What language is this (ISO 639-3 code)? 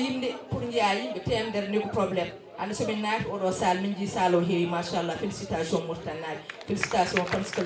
ful